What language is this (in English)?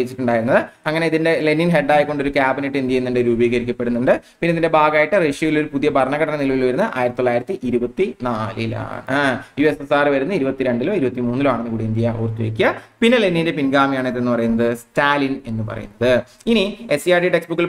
Malayalam